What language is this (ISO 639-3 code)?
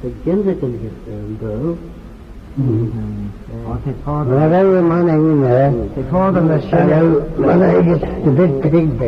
glv